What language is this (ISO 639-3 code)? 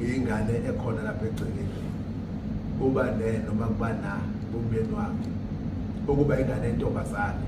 zul